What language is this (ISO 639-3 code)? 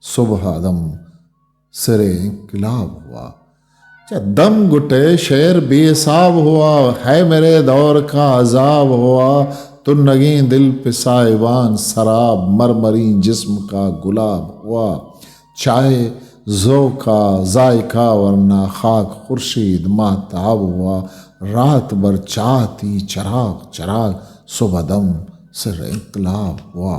bgp